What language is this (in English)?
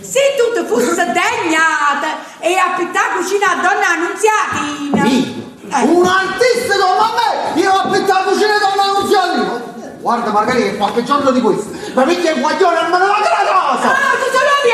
Neapolitan